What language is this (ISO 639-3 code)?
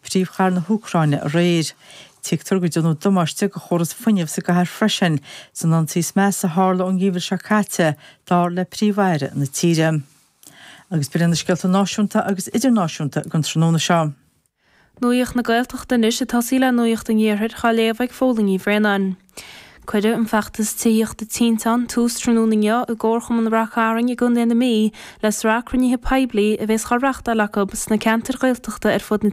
gle